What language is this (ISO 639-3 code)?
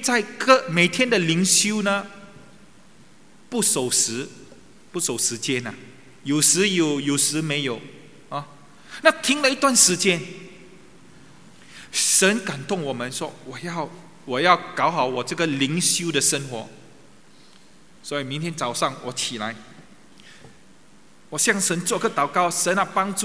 zho